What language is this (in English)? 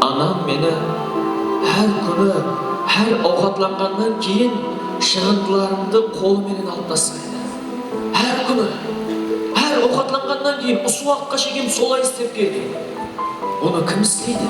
Kara-Kalpak